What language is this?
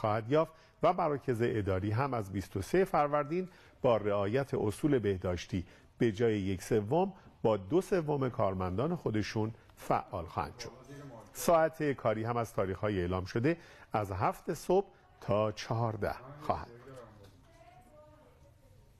Persian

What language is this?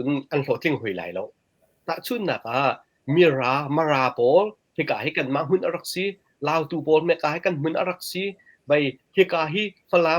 Hakha Chin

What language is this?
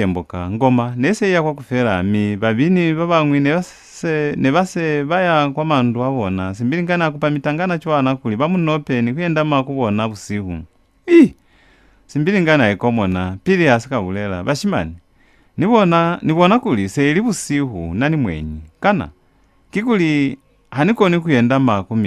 Lozi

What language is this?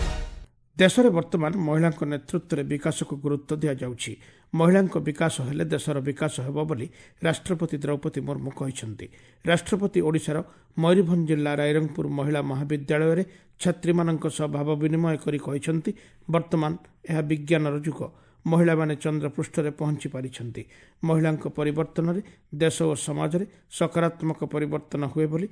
Odia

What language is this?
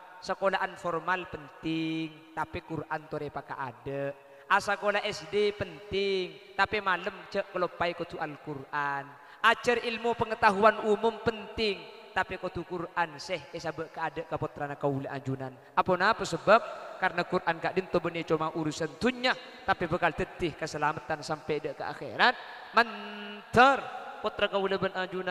Madurese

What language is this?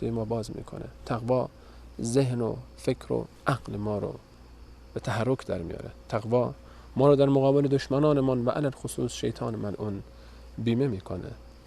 Persian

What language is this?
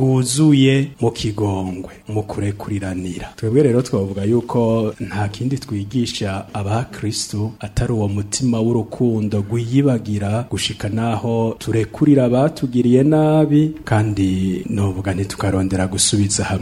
Rundi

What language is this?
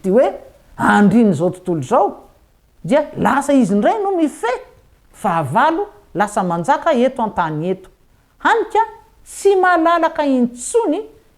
Malagasy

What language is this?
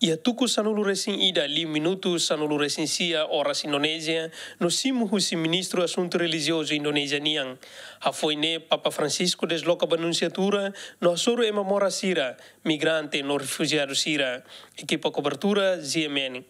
Tetum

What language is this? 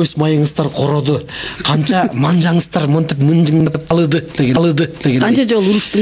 Kyrgyz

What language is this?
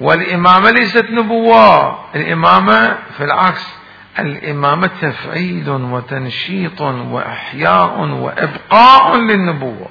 Mesopotamian Arabic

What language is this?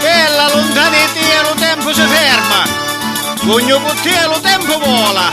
Sicilian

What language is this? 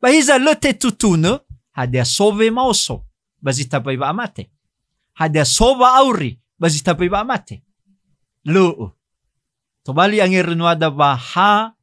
Nias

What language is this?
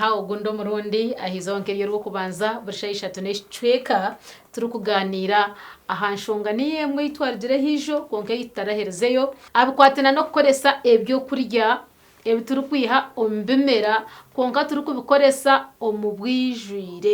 Nyankole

